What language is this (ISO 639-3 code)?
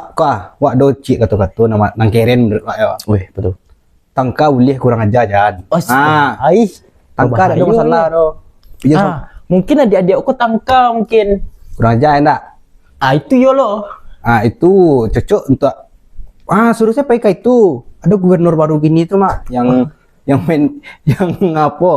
min